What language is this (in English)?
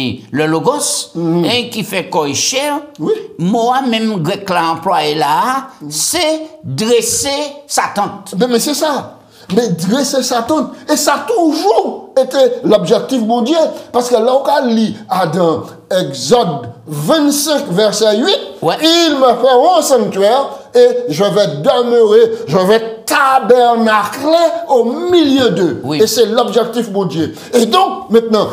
French